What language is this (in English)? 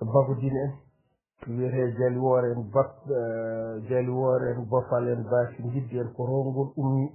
Fula